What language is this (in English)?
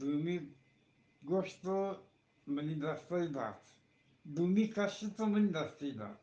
Eastern Balochi